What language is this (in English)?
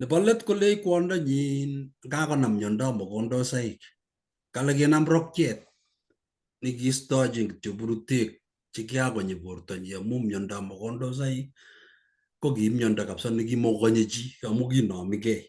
Kalenjin